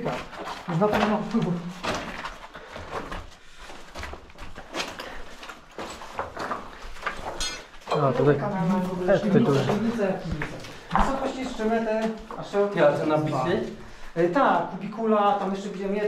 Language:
Polish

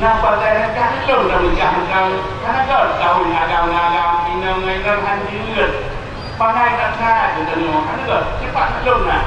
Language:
Achinese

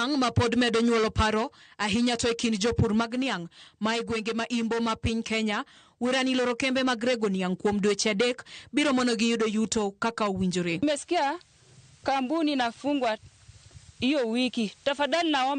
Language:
Luo (Kenya and Tanzania)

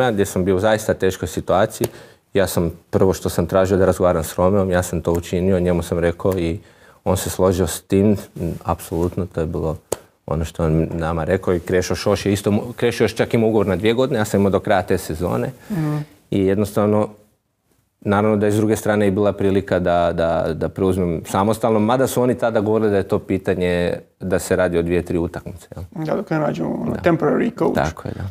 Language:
Croatian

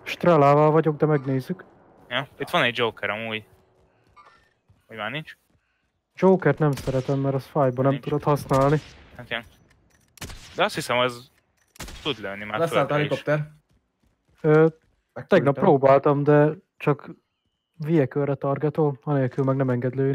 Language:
Hungarian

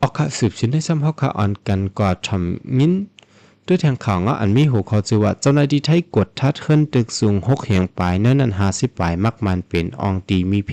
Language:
Shan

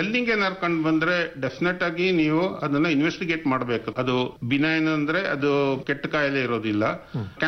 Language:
Kannada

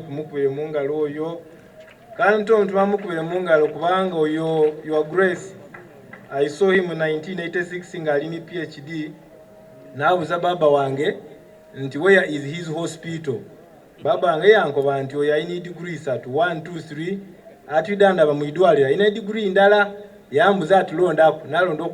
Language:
Soga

